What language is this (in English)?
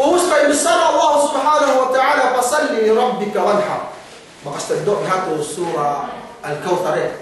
Yakan